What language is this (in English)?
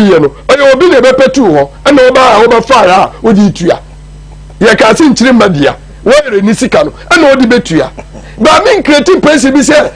Akan